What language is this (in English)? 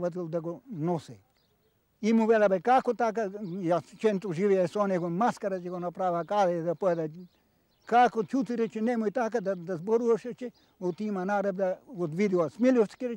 Macedonian